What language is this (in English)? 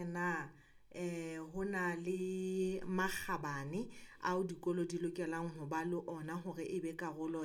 Southern Sotho